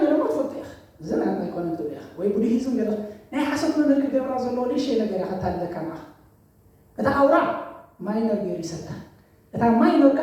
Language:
Tigrinya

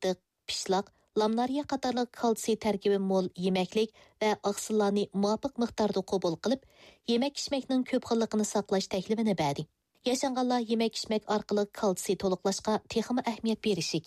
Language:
Uyghur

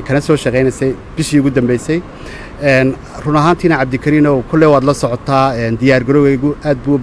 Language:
Somali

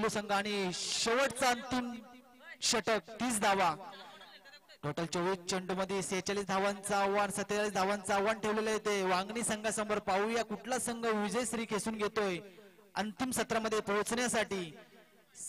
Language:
Marathi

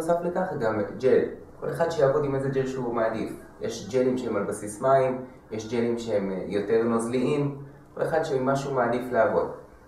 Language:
Hebrew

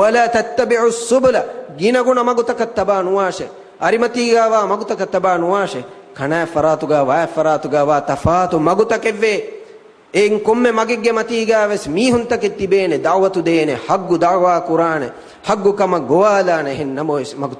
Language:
Divehi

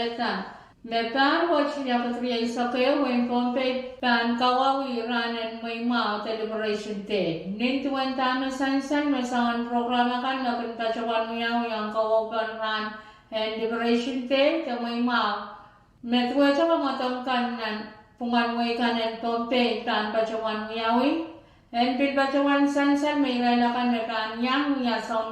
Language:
Pohnpeian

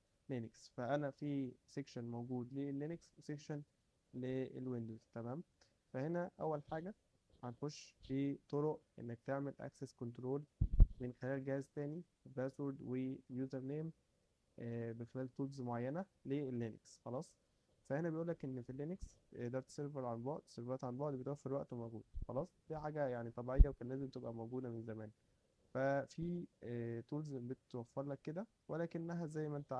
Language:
Egyptian Arabic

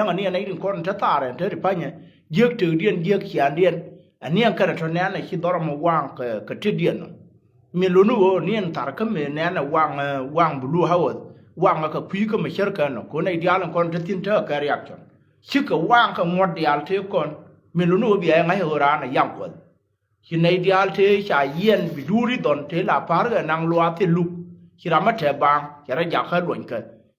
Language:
Nuer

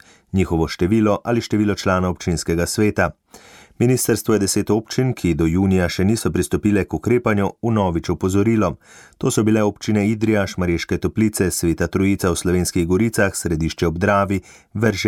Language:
Slovenian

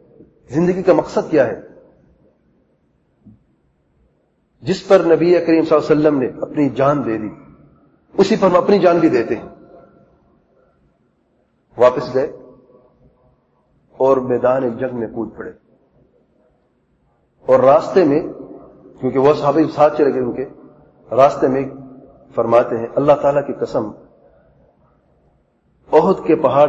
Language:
Urdu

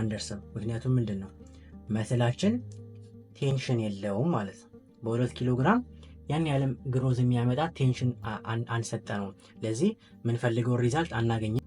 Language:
Amharic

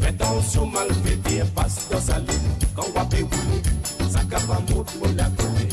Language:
Morisyen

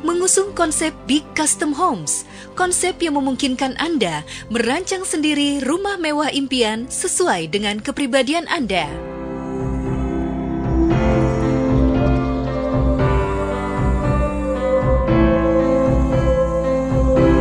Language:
Indonesian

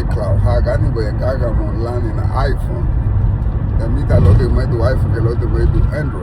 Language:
Garifuna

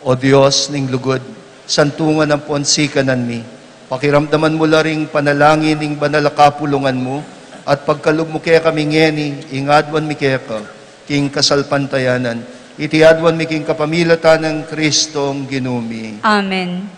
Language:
Pampanga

